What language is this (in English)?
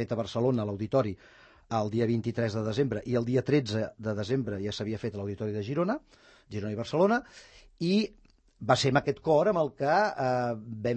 Catalan